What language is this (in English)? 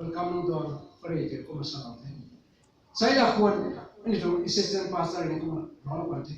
Rongmei Naga